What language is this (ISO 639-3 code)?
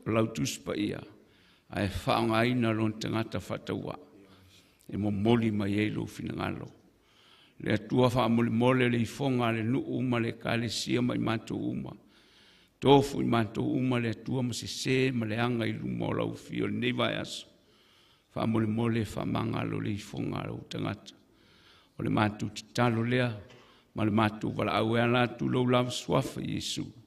smo